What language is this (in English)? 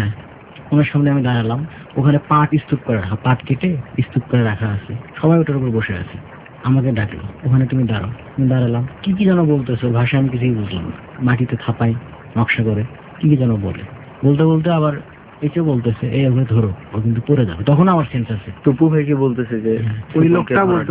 Bangla